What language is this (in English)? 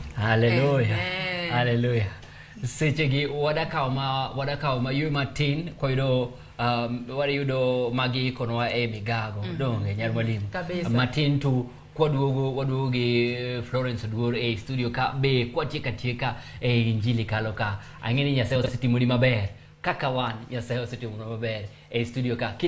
Luo (Kenya and Tanzania)